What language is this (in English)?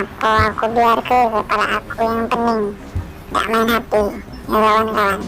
Musi